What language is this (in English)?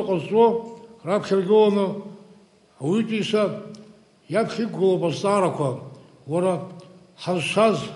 Abkhazian